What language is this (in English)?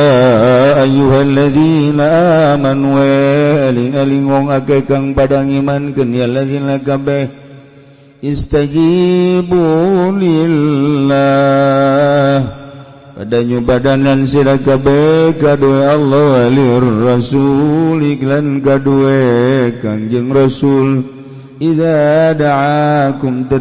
Sundanese